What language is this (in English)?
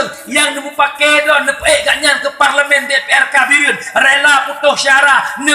Achinese